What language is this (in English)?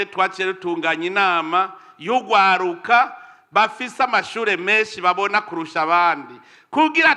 Rundi